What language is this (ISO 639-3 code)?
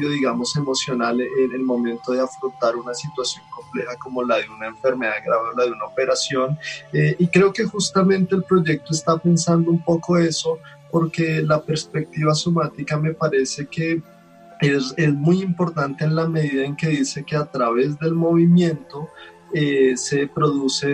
spa